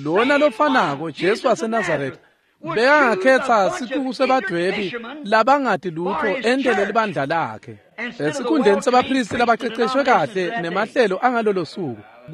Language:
Swati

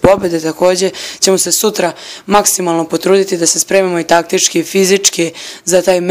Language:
Serbian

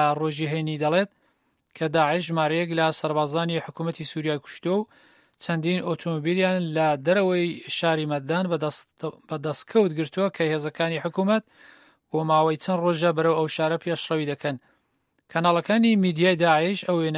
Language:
Central Kurdish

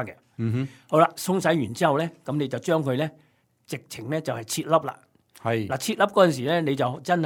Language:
Cantonese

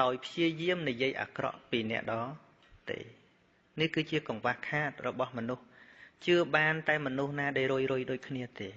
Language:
Khmer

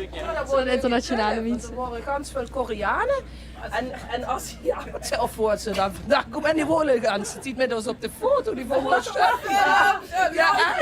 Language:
Limburgish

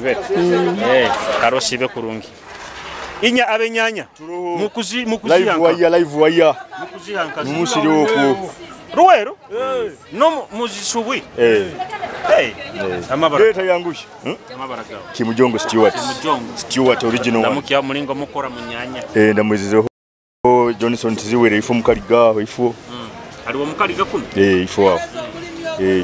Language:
Nyoro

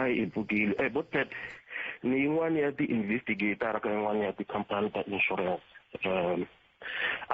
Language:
Tsonga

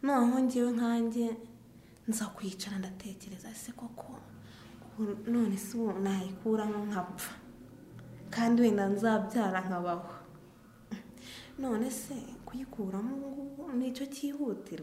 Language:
Kinyarwanda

